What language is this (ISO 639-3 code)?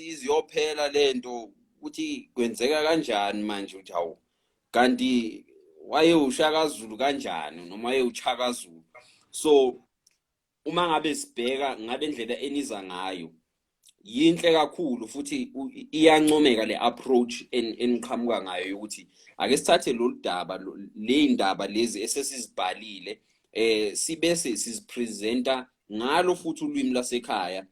zul